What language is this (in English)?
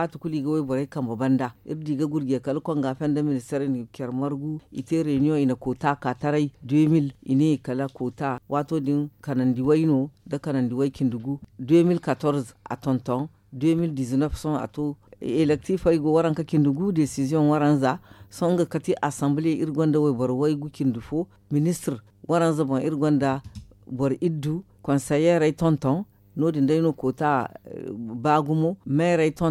Zarma